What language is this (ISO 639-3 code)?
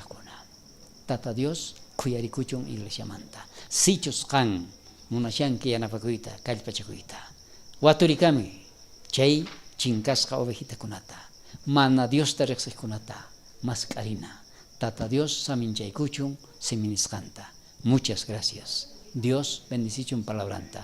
quh